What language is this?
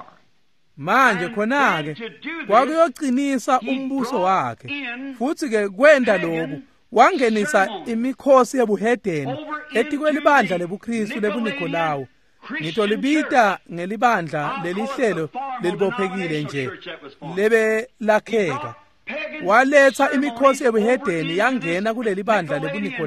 Swati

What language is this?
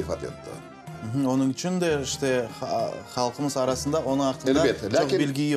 Crimean Tatar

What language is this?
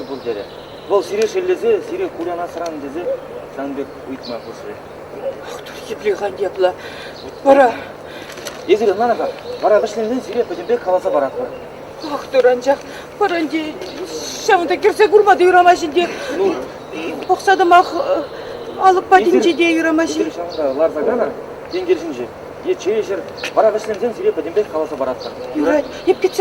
Chuvash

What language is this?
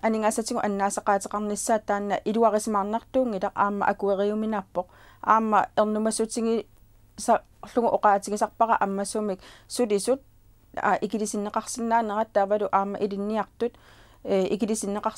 Kalaallisut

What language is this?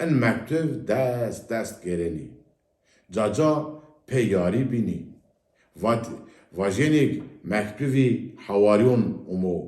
Zaza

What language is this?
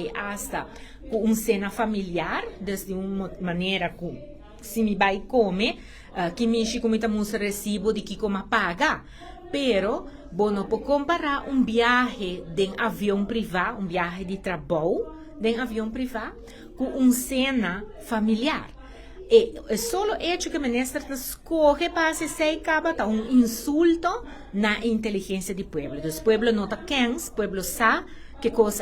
Papiamento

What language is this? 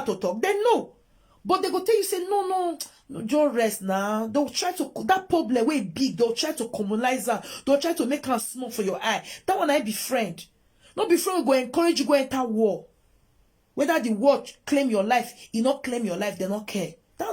Nigerian Pidgin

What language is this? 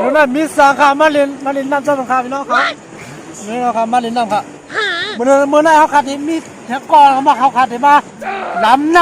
Shan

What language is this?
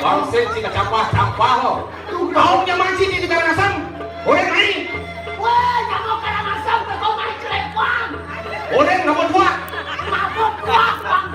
Balinese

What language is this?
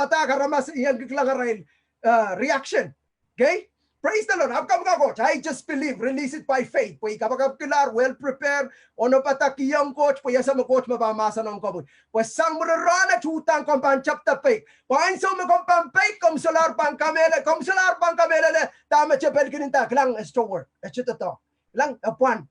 Pohnpeian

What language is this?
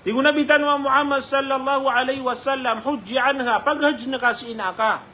Maranao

